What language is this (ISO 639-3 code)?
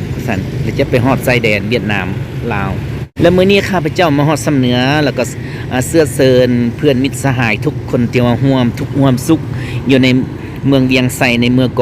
lao